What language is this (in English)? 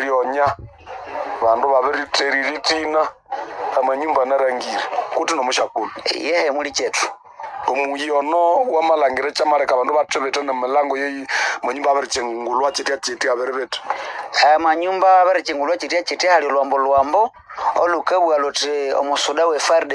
Nande